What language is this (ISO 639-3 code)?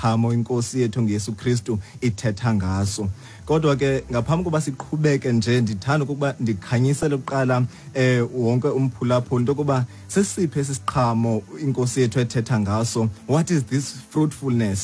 xho